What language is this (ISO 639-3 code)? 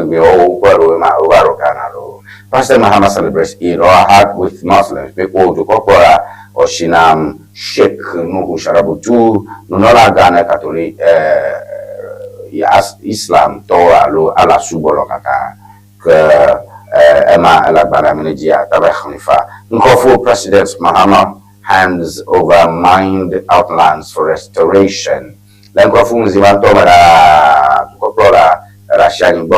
ewe